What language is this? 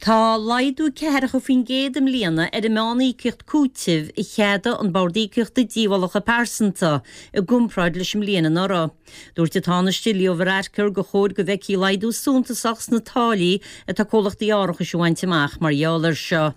Irish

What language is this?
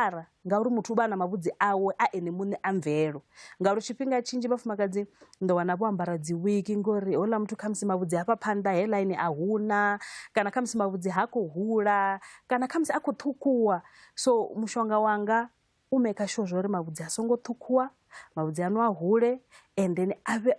Venda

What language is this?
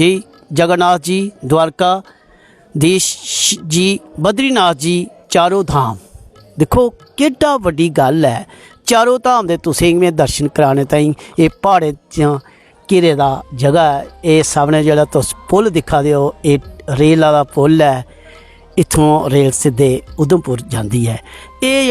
Dogri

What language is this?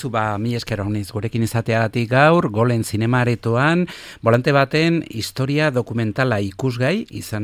Basque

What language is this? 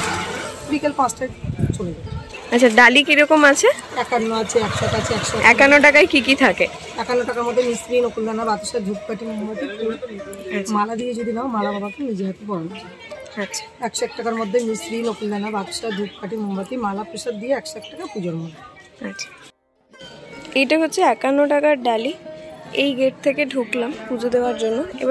Bangla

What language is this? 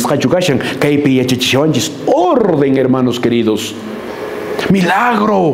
Quechua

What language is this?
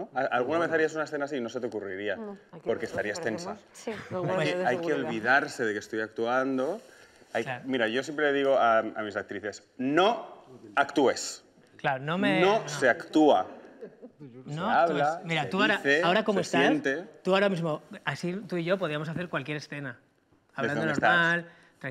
Spanish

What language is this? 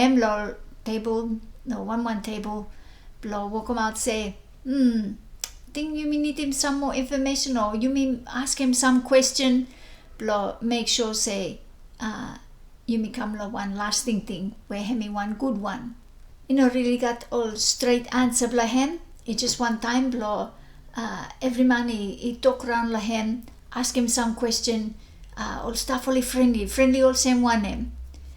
Bislama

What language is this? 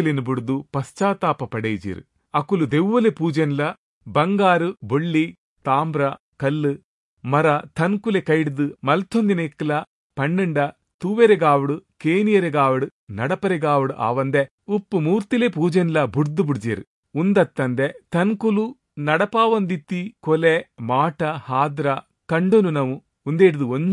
Tulu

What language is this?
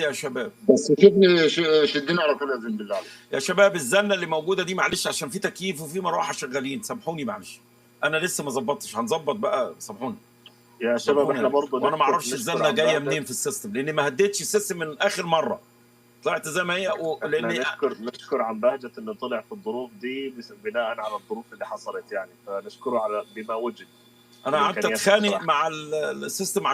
Egyptian Arabic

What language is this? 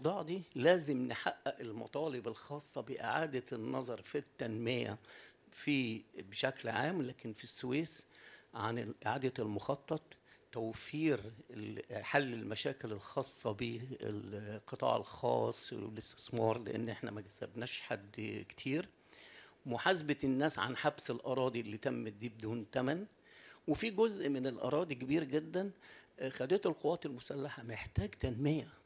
Egyptian Arabic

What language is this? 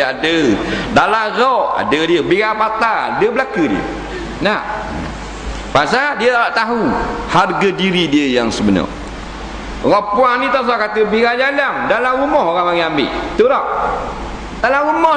Malay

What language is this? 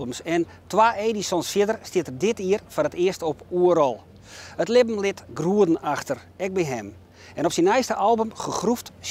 Western Frisian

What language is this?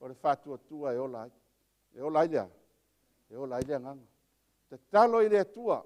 Samoan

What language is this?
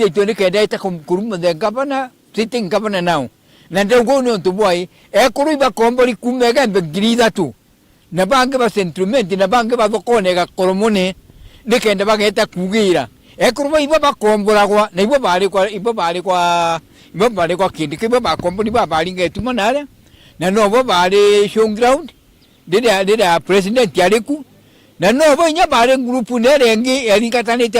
Meru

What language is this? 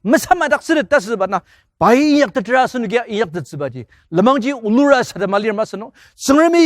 Ao Naga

